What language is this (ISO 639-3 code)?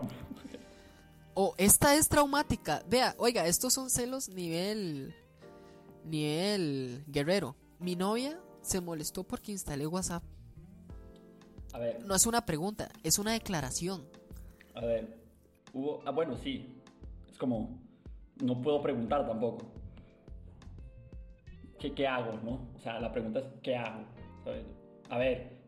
spa